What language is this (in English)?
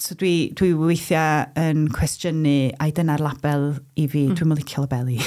Welsh